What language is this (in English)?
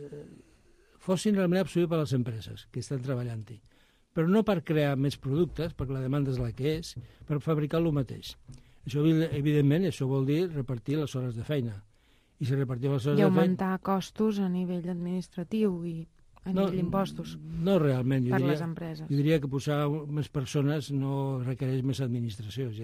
Catalan